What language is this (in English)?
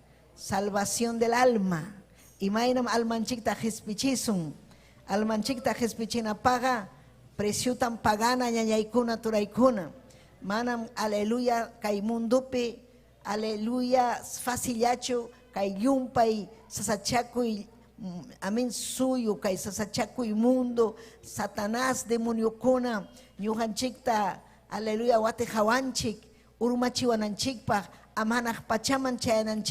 Ayacucho Quechua